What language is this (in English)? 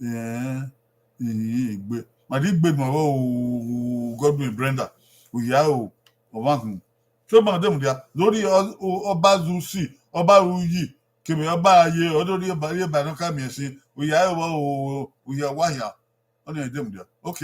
Bini